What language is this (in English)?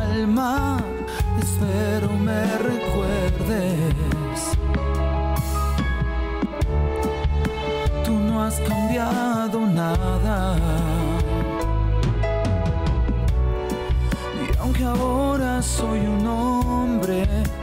Spanish